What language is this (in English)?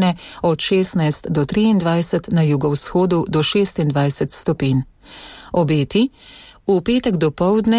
Slovenian